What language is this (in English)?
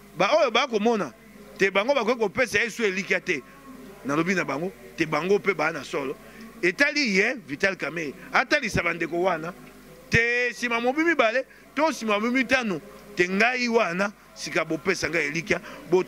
Lingala